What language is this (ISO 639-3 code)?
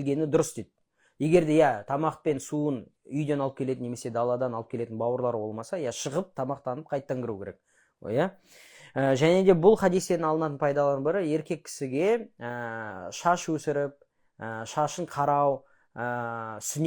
kaz